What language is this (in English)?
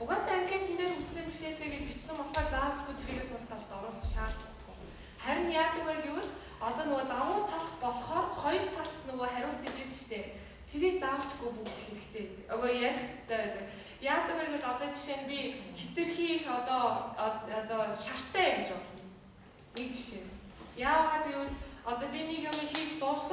Mongolian